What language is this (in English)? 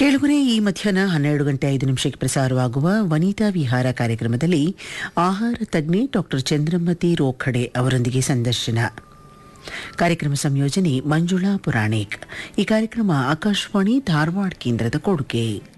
Kannada